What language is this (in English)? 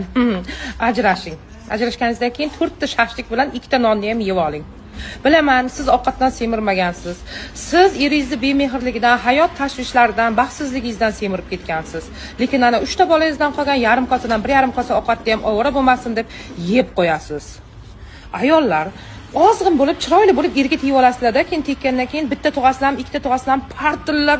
Uzbek